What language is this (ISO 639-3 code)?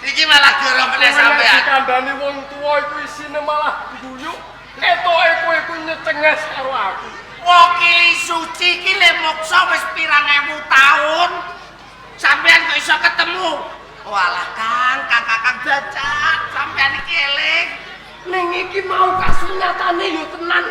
jav